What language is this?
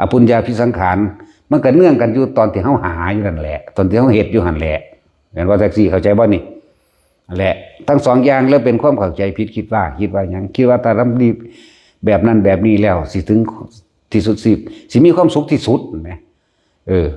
Lao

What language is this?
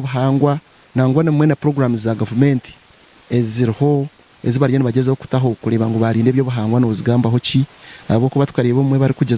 Nyankole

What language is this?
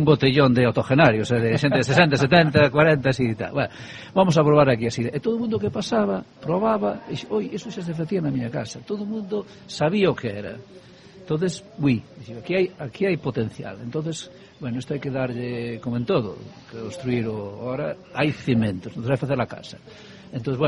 Galician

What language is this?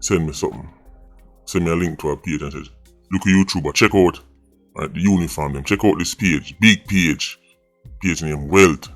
Jamaican Creole English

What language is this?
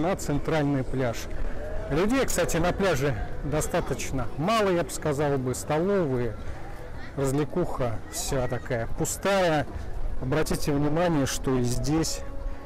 Russian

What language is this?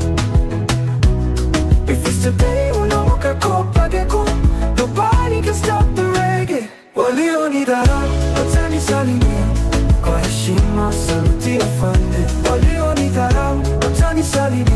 Swahili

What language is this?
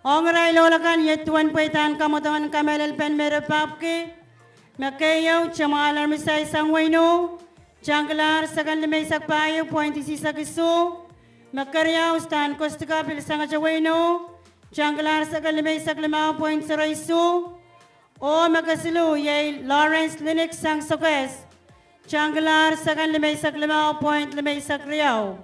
Pohnpeian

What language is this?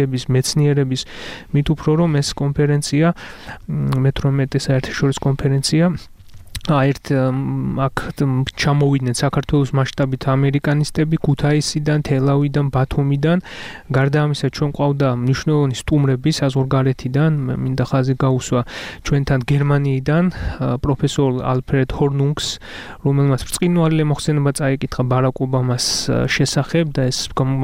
Georgian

